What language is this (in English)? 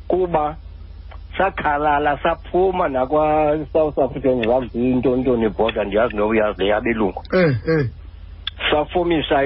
Xhosa